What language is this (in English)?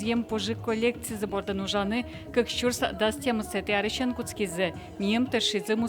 Udmurt